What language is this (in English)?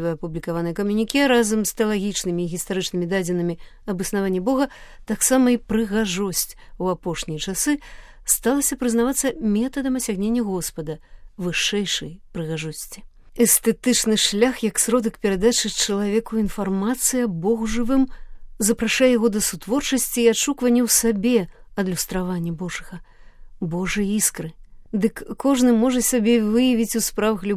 Belarusian